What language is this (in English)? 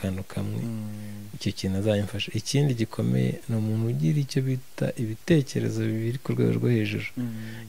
Kinyarwanda